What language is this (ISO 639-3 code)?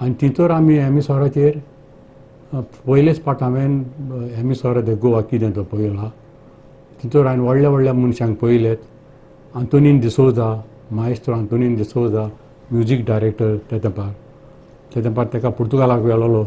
kok